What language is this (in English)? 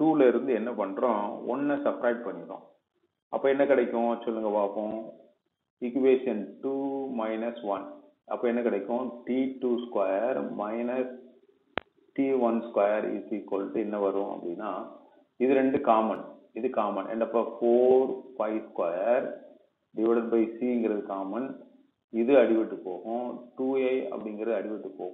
Tamil